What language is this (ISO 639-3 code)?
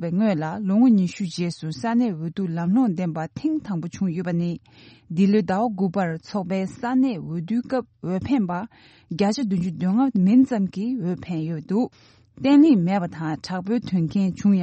bod